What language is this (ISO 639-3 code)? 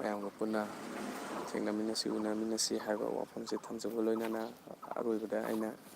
mni